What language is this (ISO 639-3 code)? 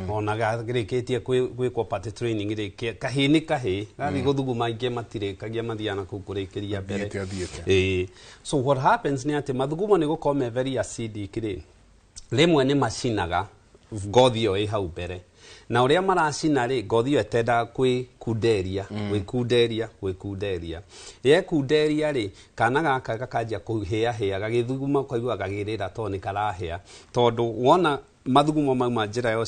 kik